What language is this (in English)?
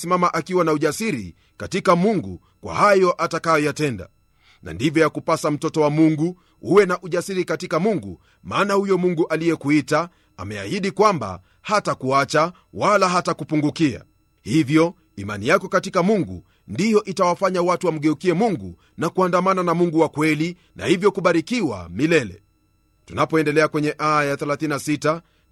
Swahili